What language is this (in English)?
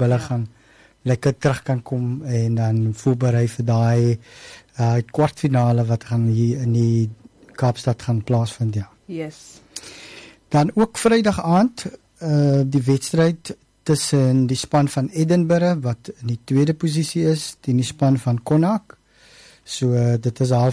Afrikaans